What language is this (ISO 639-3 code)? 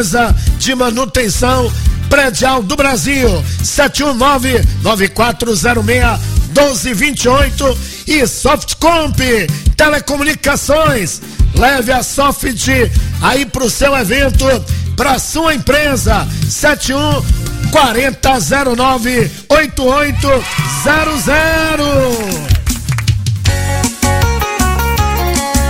por